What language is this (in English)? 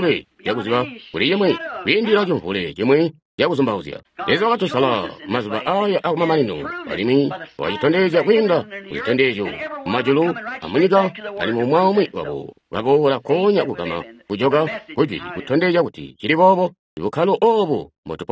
Tonga (Zambia)